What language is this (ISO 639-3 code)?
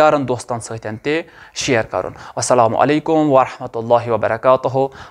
kas